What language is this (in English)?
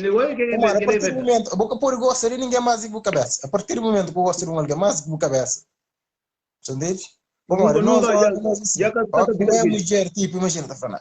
Kabuverdianu